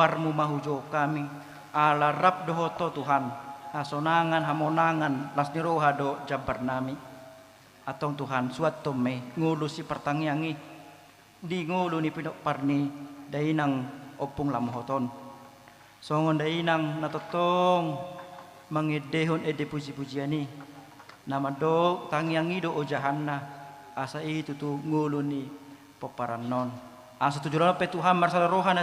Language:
Batak Toba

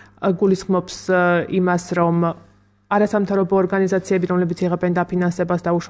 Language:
Georgian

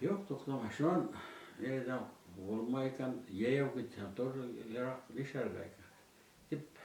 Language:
Bashkir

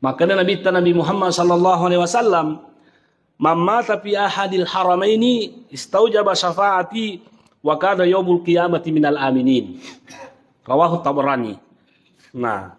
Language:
Buginese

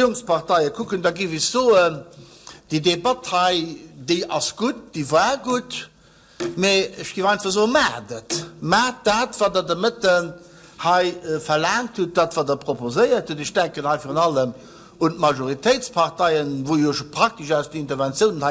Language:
Luxembourgish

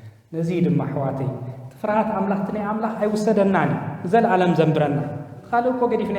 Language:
Tigrinya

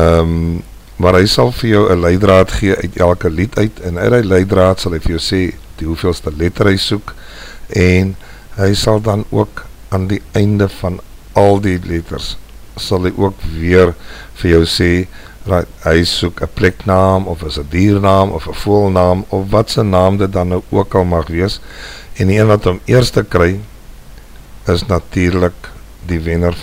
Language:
Afrikaans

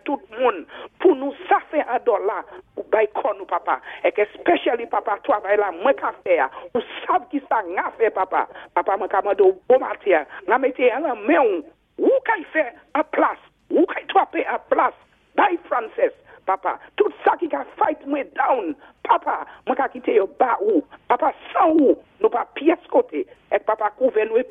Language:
Saint Lucian Creole French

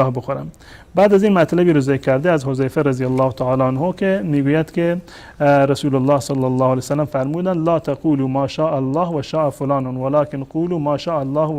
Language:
Persian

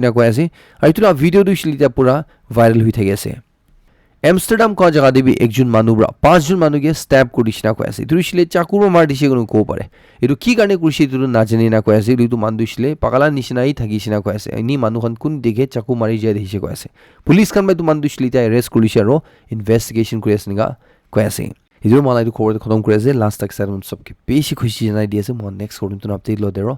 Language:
Naga Pidgin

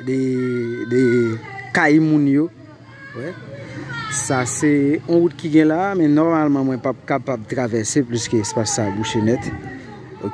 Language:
Haitian Creole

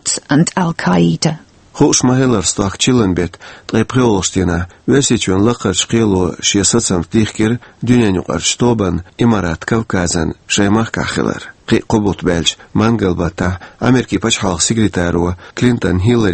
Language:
Chechen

